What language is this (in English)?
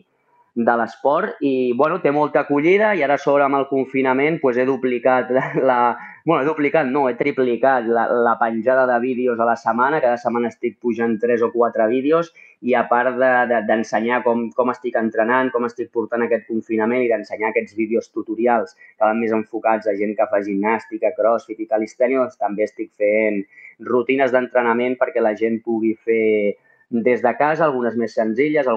Catalan